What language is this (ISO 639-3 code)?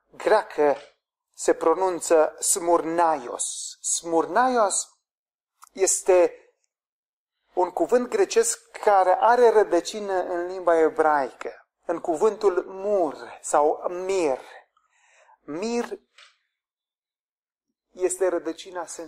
ron